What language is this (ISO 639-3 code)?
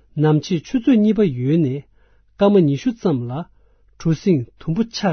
bod